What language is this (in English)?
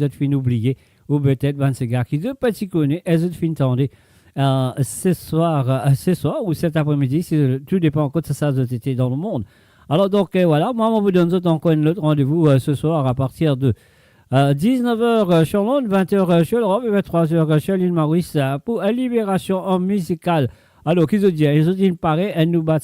Morisyen